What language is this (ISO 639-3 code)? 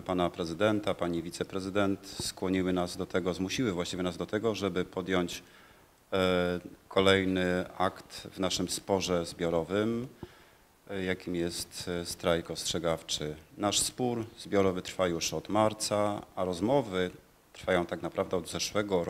pol